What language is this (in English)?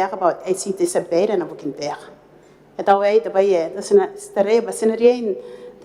Gilbertese